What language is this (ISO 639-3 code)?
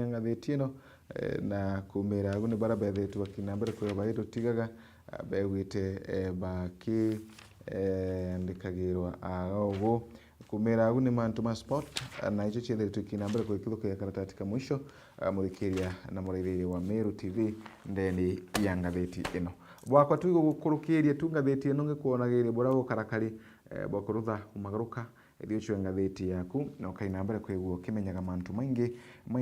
mer